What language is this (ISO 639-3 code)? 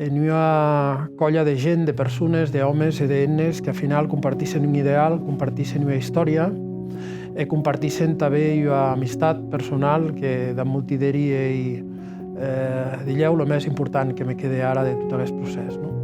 oci